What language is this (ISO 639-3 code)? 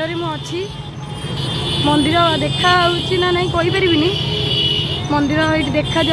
ori